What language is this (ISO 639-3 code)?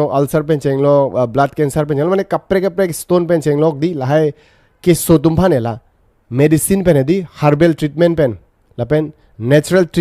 mjw